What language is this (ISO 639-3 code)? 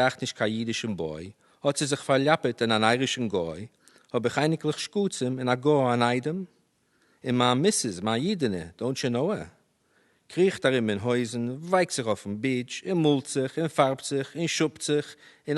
yid